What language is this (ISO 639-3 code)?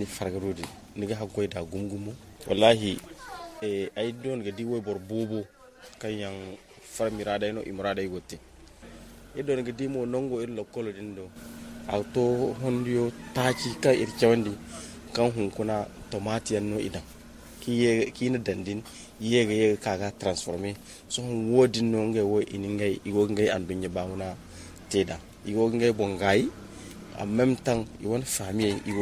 dje